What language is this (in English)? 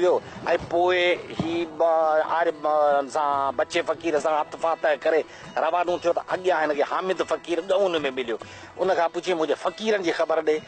Sindhi